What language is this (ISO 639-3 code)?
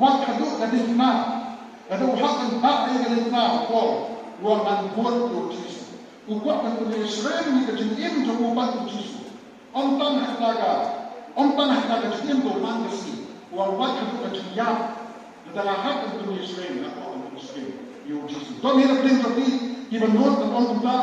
kha